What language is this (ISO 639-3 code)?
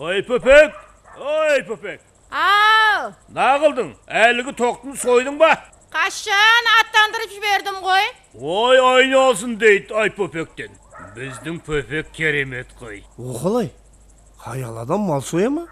kaa